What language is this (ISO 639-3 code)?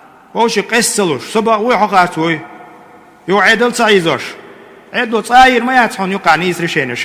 che